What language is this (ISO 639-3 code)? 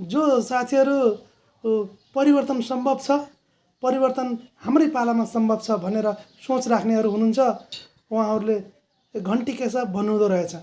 nep